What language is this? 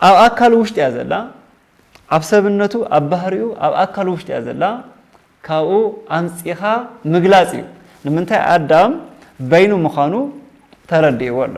Tigrinya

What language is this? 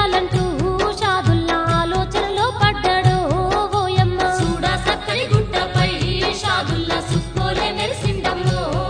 Telugu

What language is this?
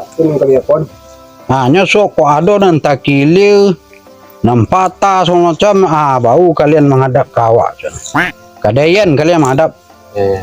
Minangkabau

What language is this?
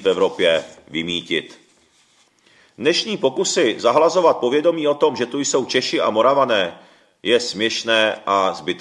Czech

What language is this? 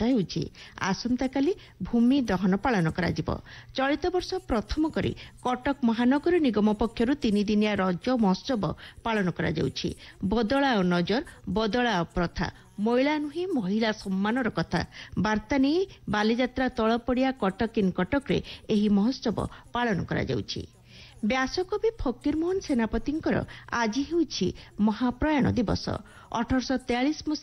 Odia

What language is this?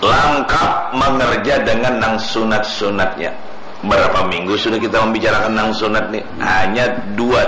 Banjar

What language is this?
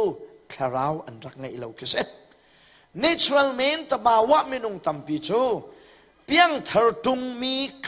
Hakha Chin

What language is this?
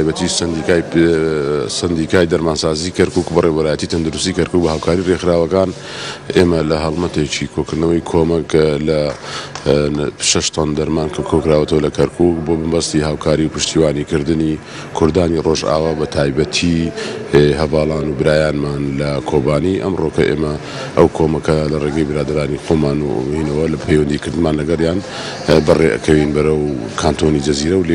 Central Kurdish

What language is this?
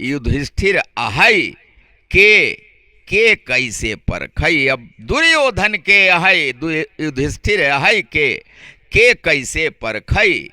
Awadhi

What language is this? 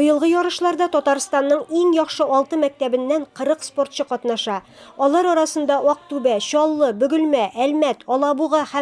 Tatar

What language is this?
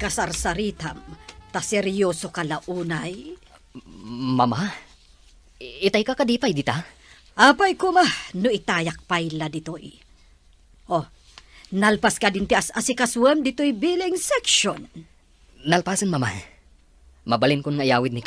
Iloko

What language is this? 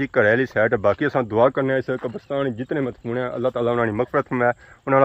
Pahari-Potwari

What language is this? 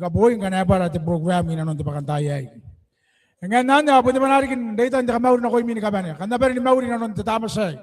Gilbertese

